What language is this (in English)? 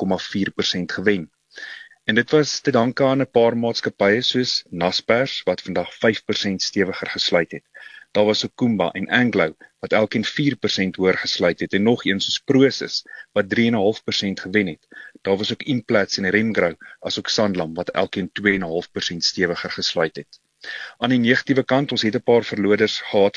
Afrikaans